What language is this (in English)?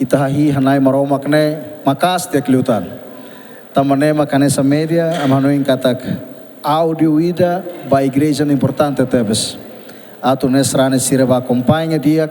Tetum